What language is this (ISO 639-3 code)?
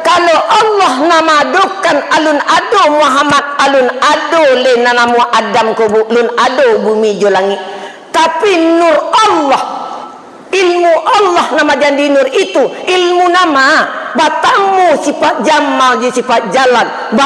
min